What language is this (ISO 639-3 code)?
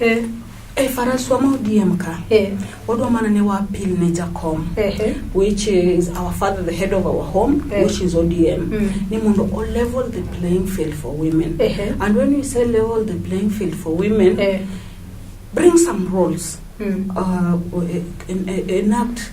luo